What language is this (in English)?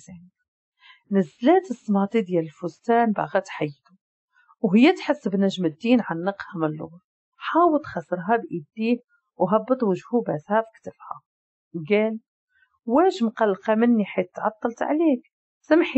Moroccan Arabic